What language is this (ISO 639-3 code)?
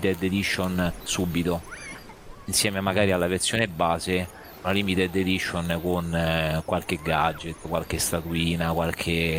ita